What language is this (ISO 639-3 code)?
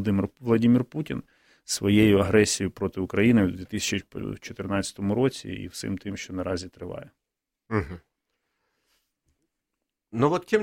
ukr